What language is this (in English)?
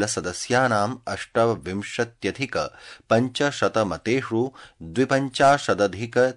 Sanskrit